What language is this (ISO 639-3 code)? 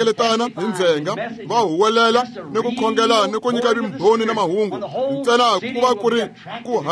tso